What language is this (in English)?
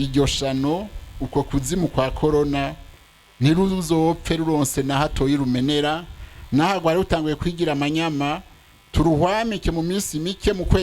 Rundi